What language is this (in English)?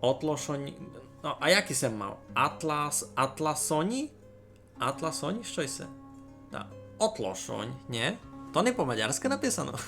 Rusyn